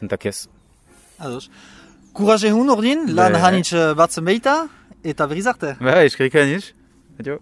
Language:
Basque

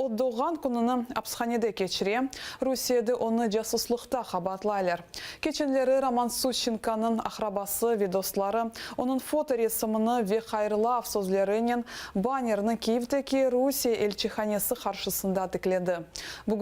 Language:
Crimean Tatar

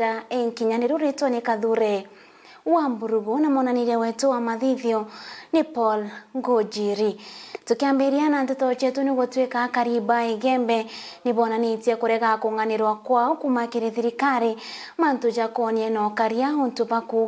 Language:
Meru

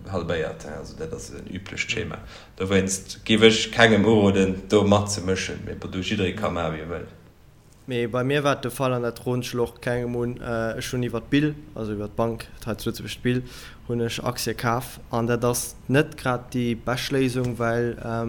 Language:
Luxembourgish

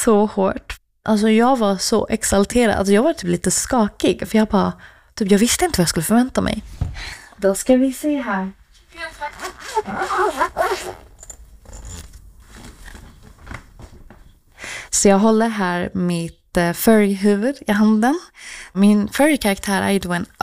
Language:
Swedish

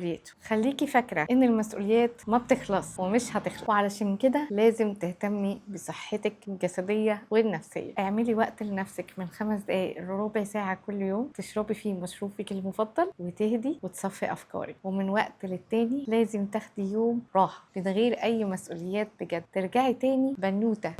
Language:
Egyptian Arabic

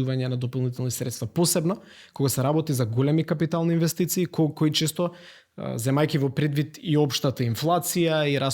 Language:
Macedonian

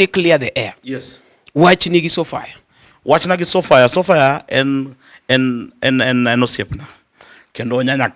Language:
Luo (Kenya and Tanzania)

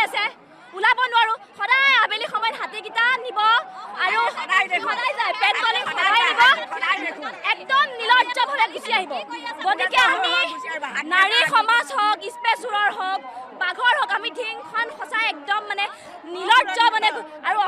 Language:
Assamese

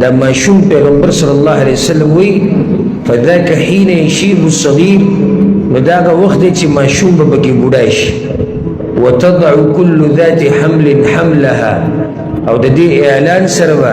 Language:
Pashto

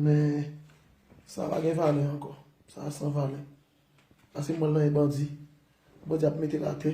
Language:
Haitian Creole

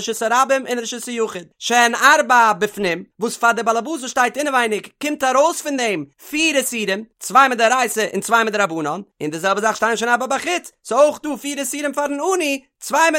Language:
Yiddish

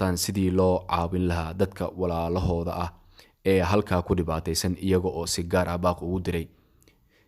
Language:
Somali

